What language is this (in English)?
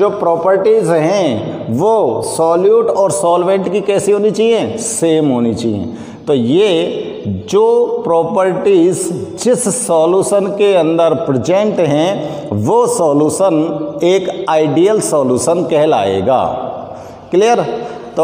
Hindi